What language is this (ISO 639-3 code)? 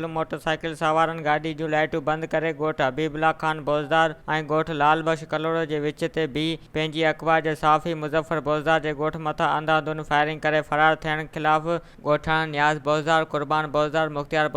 snd